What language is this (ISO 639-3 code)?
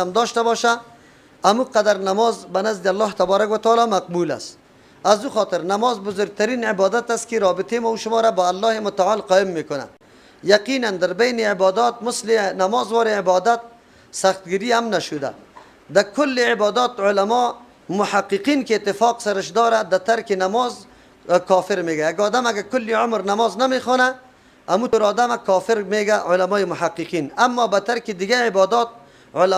tgk